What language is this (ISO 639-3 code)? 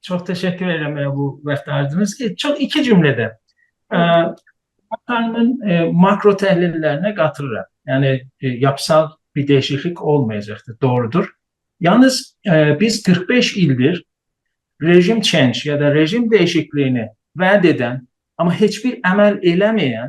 azb